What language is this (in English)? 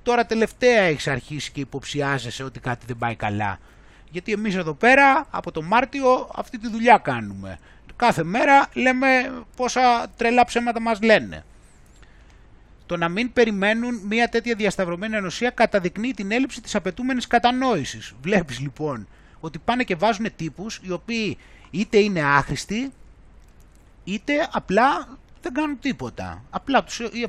Greek